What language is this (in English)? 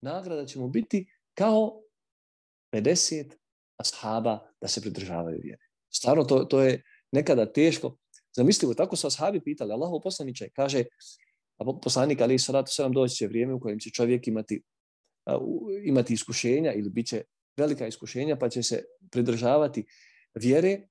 Bosnian